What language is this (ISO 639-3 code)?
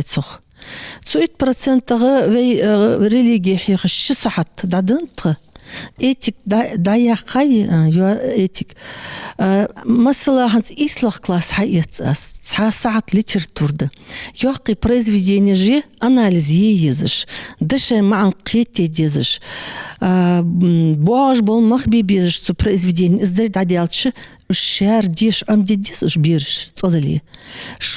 inh